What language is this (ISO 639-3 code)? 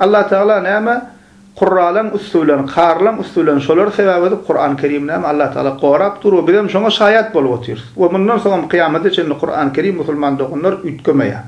tuk